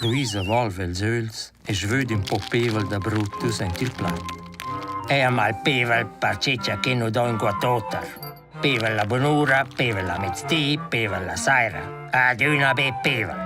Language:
Romansh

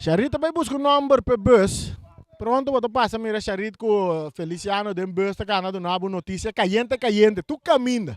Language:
Papiamento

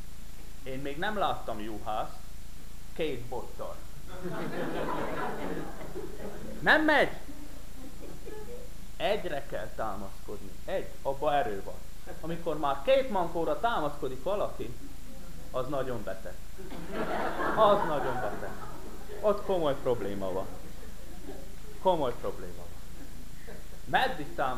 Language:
Hungarian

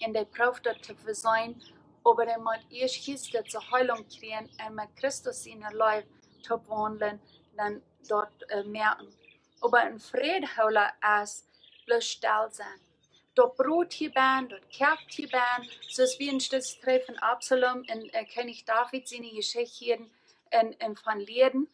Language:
Plautdietsch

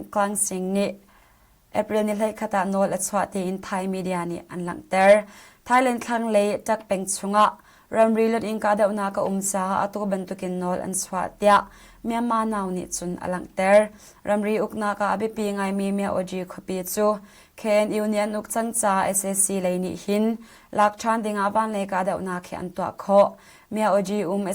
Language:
Hakha Chin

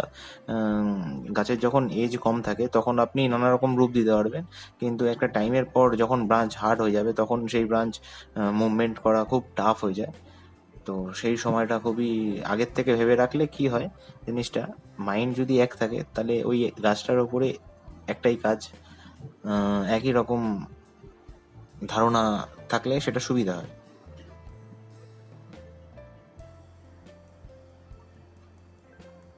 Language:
Bangla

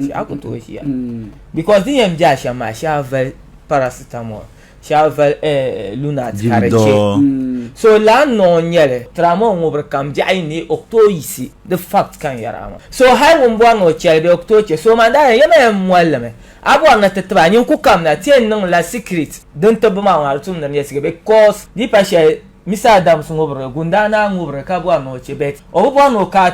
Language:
Dagbani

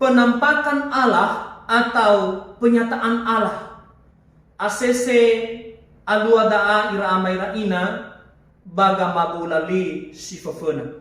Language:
Nias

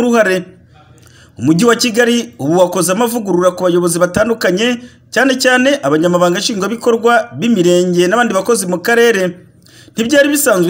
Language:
Kinyarwanda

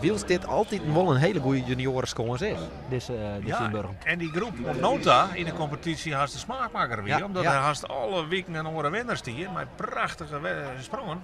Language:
Western Frisian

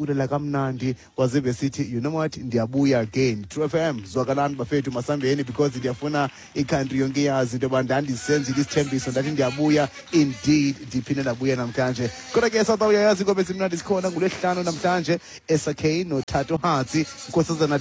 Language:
Xhosa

